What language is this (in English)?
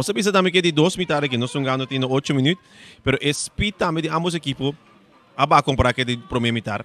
Papiamento